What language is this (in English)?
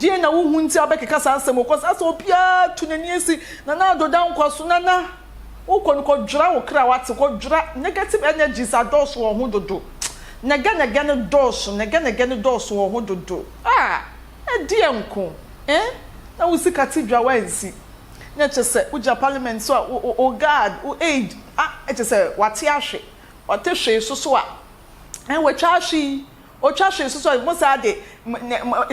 Akan